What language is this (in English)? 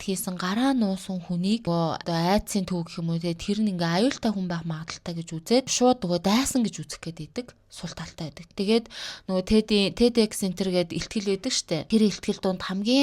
Mongolian